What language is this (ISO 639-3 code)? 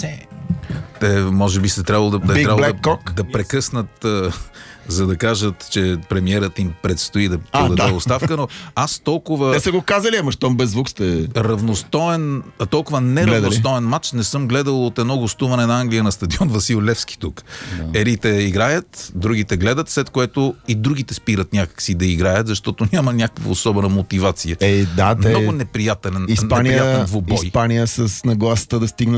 bul